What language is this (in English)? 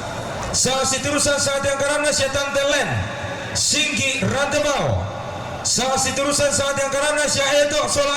Toraja-Sa'dan